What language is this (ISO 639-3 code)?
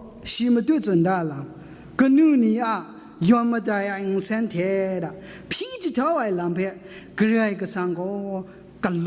kac